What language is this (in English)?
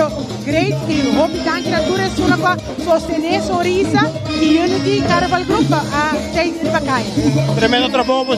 Papiamento